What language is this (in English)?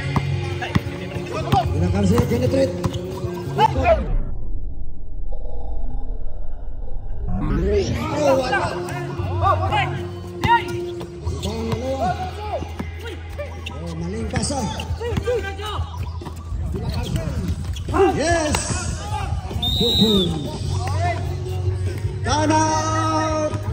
Filipino